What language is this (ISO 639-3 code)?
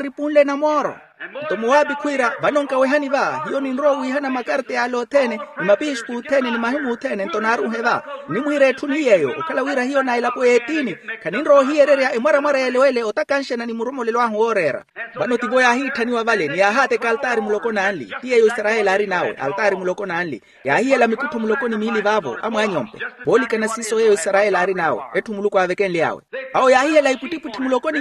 vmw